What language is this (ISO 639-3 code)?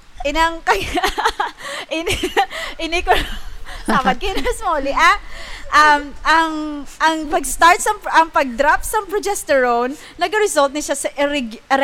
hil